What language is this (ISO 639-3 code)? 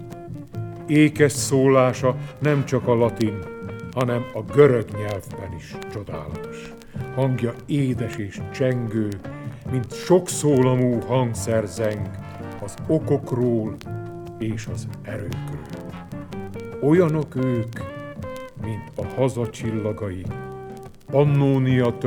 hun